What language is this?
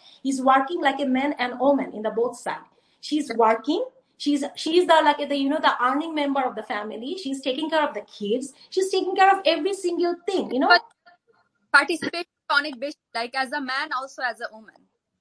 Bangla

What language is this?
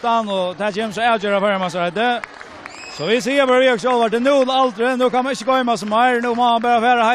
Faroese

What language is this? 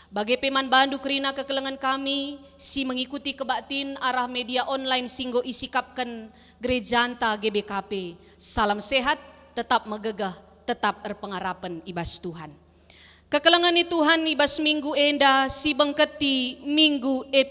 Batak Karo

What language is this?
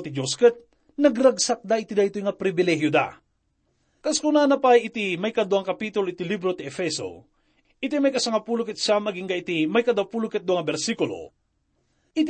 Iloko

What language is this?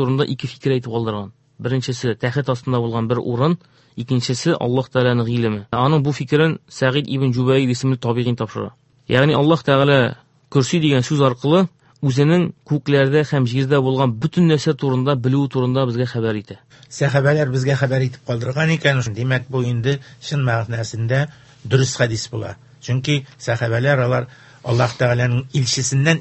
Tatar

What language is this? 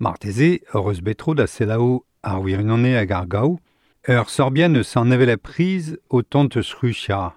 Breton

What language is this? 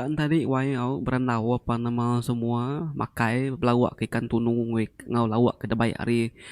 Iban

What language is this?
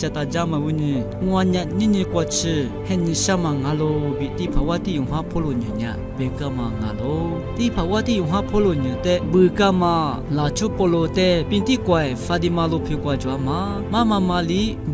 Lisu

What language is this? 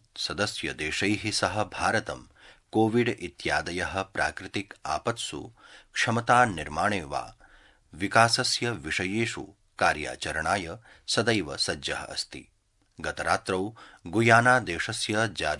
Sanskrit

